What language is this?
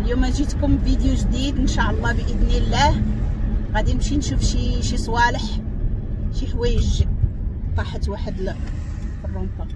Moroccan Arabic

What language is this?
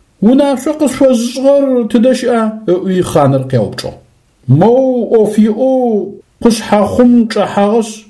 Adyghe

